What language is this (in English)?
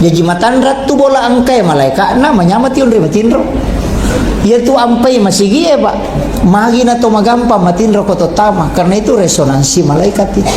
Buginese